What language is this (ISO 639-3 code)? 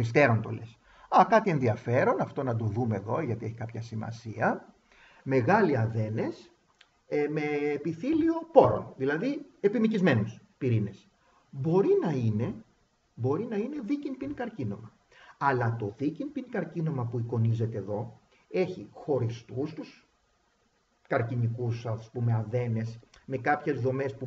ell